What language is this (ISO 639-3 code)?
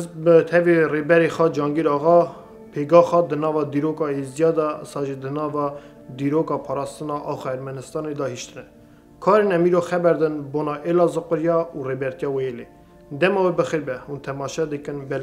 kur